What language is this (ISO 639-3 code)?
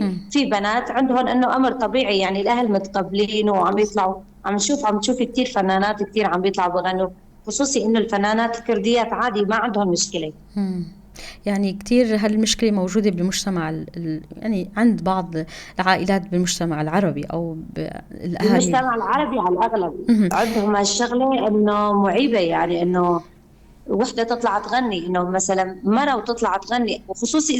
apc